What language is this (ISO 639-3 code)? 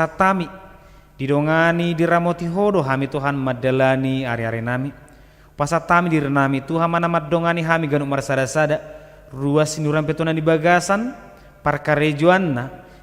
bbc